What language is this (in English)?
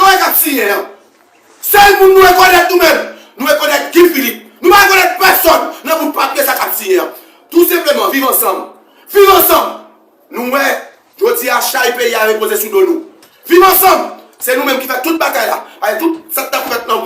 Haitian Creole